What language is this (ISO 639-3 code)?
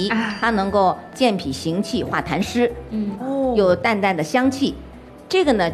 zho